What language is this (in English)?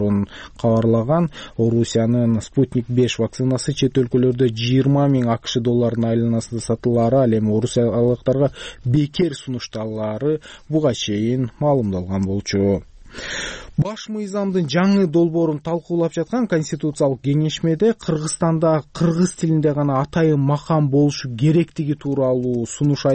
Kyrgyz